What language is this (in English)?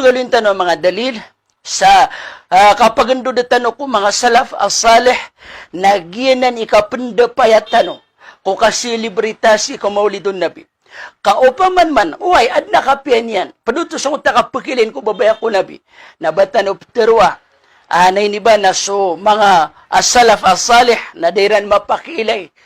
Maranao